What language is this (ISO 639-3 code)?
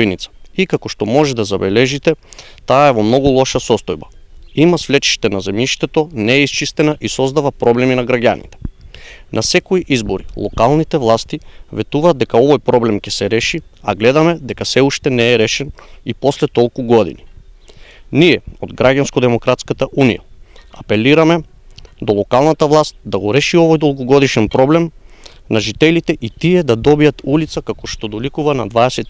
mkd